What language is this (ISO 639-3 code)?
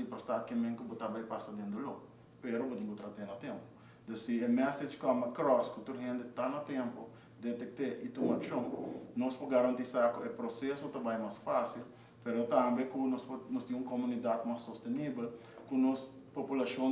pap